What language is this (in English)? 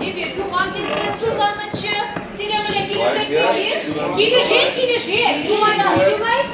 Chuvash